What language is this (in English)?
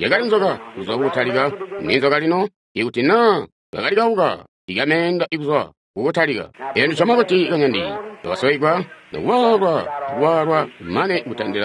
Tonga (Zambia)